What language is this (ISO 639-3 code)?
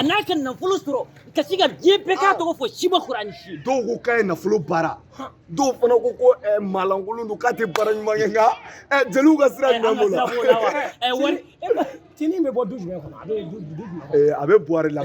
bam